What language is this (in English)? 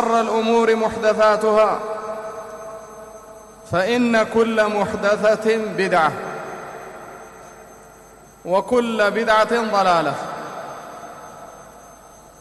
Arabic